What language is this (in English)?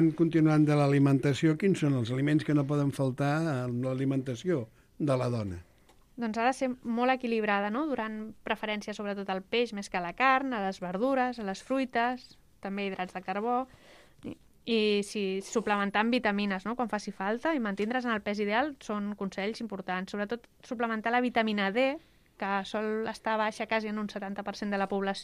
Catalan